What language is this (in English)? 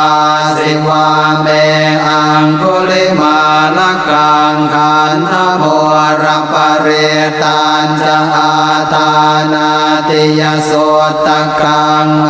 Pali